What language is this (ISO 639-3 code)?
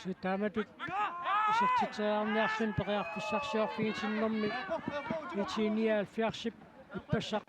kal